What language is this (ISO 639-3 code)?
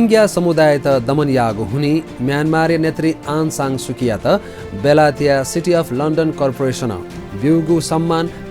new